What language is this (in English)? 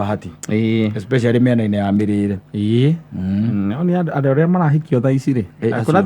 Kikuyu